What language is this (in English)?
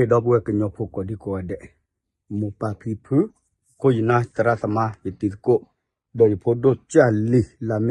S'gaw Karen